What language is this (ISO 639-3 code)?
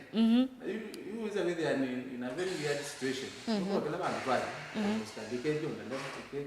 kam